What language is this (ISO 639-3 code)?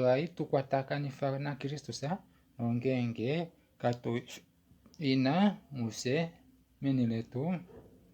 kua